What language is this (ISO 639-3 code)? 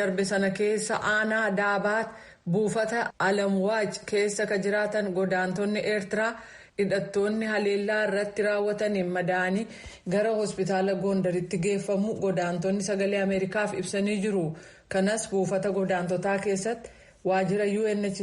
orm